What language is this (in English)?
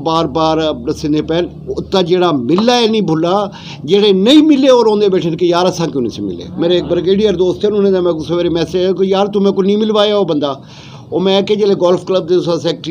Saraiki